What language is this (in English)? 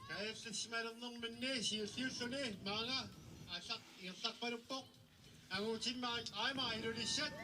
Kalaallisut